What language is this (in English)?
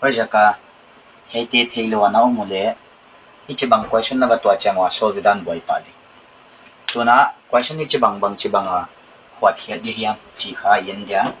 Paite Chin